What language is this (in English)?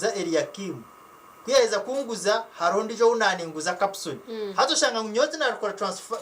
Nyankole